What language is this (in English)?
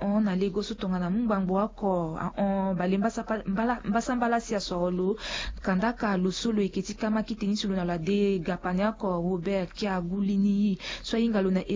Sango